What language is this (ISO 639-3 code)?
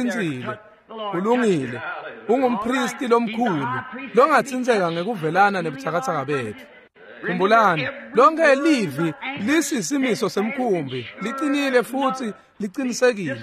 ssw